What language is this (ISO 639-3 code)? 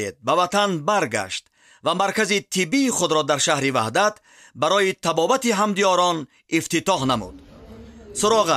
tgk